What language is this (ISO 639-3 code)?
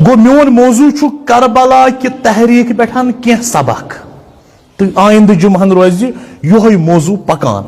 kas